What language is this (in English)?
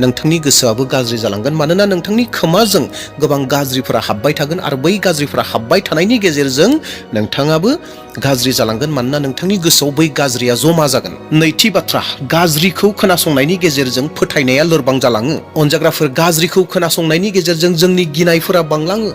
Bodo